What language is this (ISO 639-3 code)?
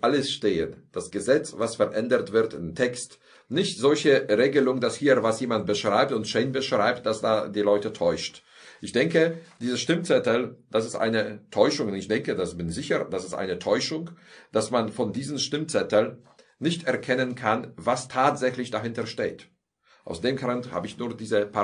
deu